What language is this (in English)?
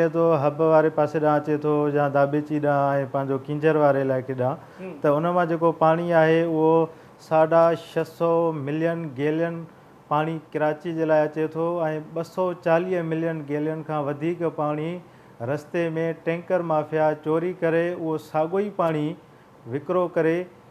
Sindhi